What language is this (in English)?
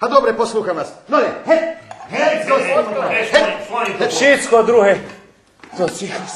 Rusyn